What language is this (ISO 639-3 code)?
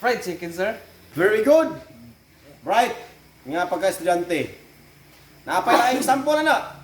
ceb